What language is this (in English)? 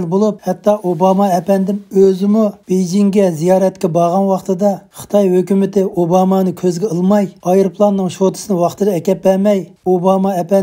Uyghur